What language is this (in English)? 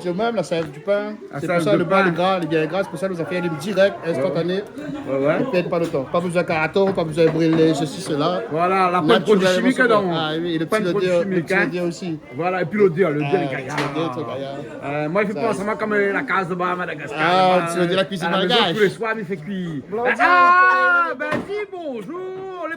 Réunion Creole French